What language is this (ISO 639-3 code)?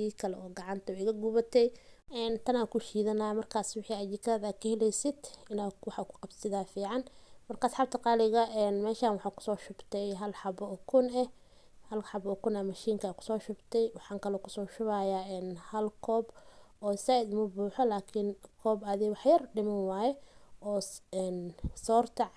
som